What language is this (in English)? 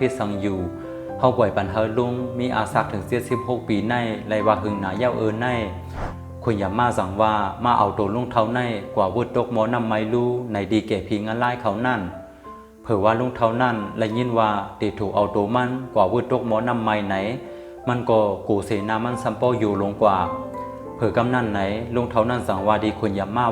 Shan